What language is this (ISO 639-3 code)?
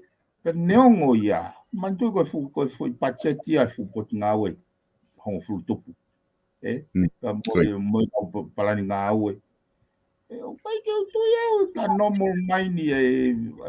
ton